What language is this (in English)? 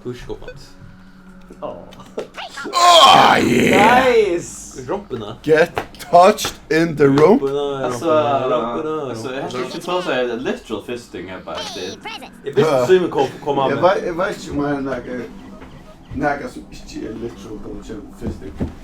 Faroese